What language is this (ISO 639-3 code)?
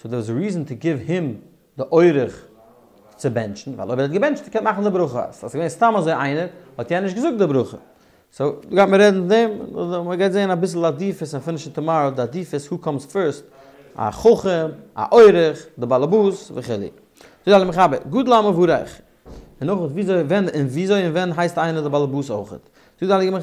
yid